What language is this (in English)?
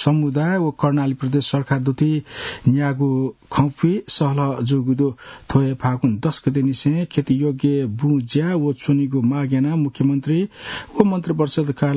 Newari